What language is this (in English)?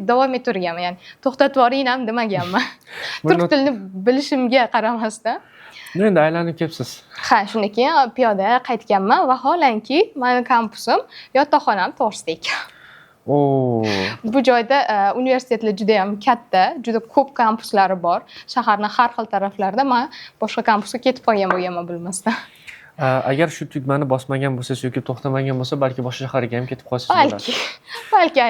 Uzbek